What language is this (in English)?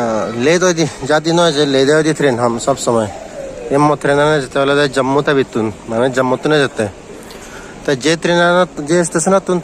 Chakma